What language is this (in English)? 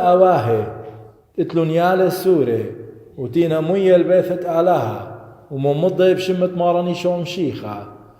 Assyrian Neo-Aramaic